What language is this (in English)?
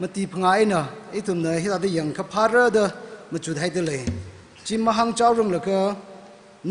Tangkhul Naga (India)